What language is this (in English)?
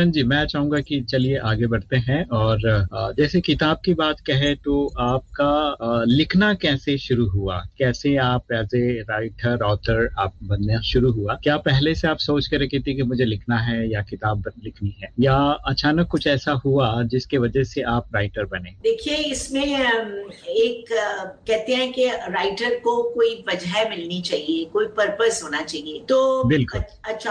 Hindi